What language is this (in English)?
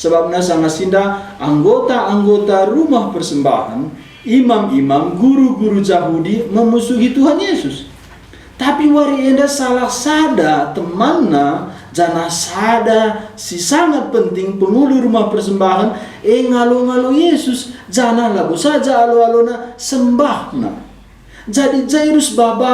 Batak Karo